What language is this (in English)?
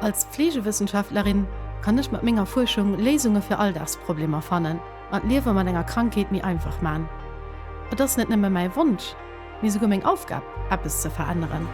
Luxembourgish